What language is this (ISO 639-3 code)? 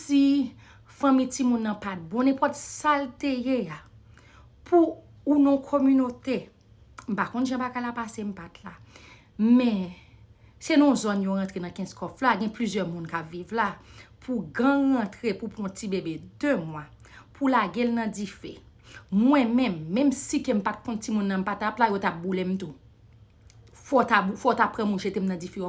hat